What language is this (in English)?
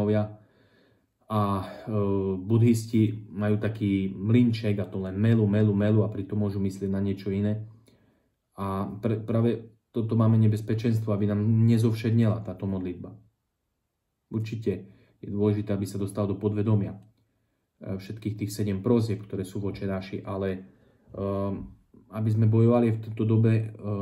Slovak